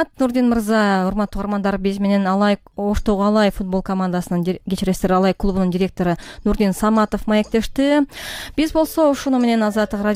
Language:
Kyrgyz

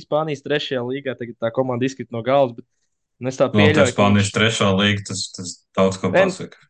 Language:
Latvian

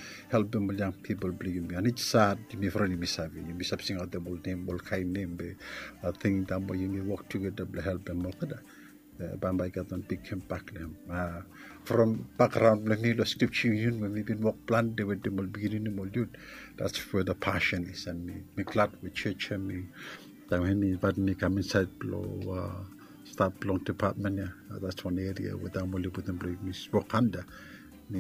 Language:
Bislama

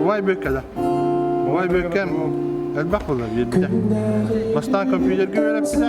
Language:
Yakut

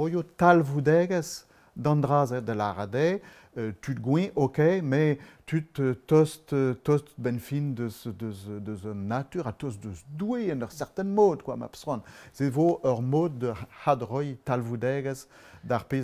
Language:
Breton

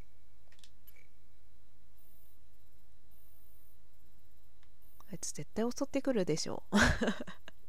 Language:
Japanese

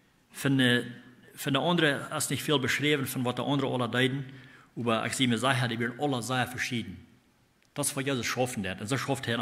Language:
Plautdietsch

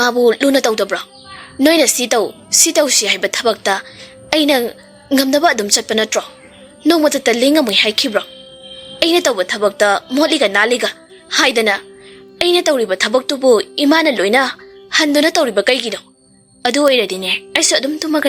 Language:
Manipuri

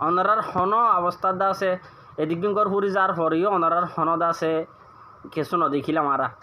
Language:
Rohingya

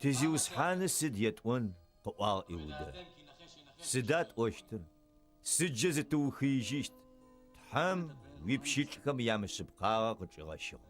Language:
Adyghe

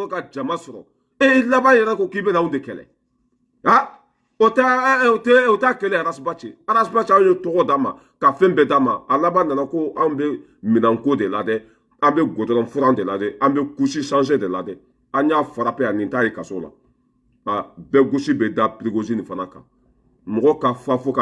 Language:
Bambara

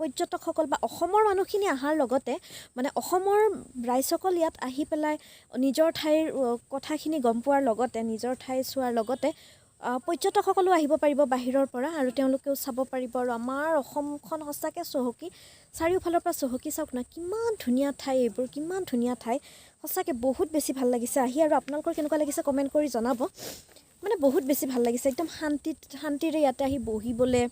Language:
Assamese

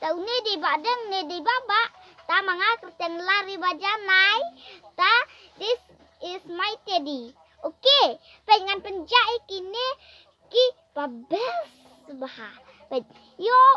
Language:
Khasi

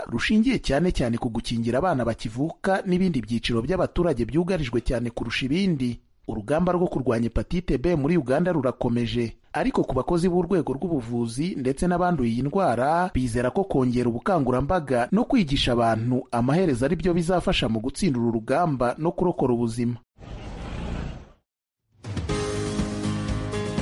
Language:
Kinyarwanda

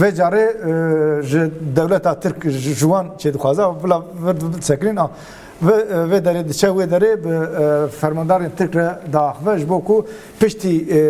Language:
Kurdish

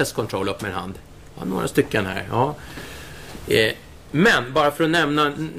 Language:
Swedish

